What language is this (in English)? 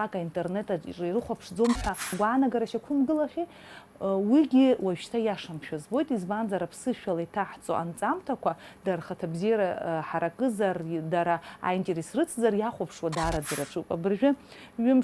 Abkhazian